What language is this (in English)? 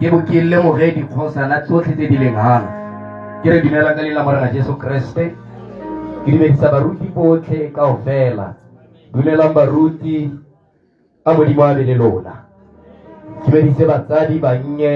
Tswana